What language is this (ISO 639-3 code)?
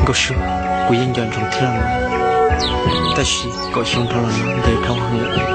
hmn